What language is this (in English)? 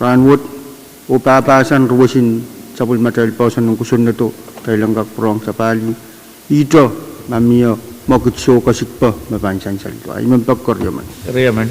Pohnpeian